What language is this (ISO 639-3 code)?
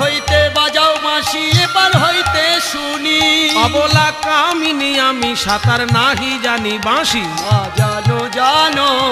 ben